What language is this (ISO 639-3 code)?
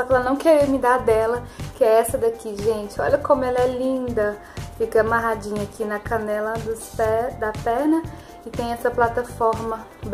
por